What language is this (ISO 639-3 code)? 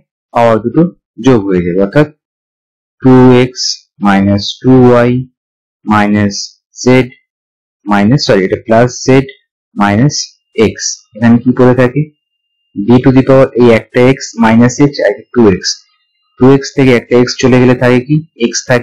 ben